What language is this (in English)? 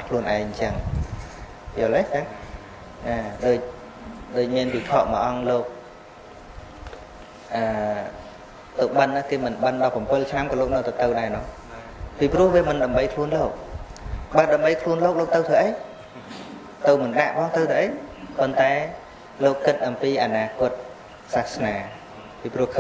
Khmer